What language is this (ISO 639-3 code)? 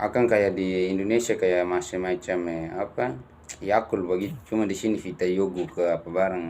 abs